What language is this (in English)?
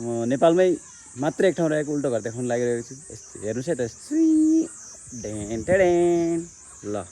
Nepali